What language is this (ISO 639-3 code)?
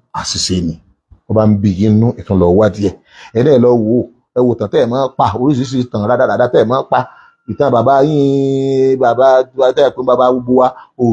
yor